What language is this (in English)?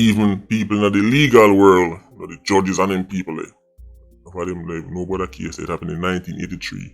Jamaican Creole English